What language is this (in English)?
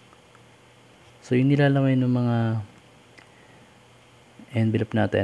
Filipino